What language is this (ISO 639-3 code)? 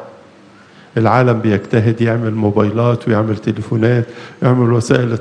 arz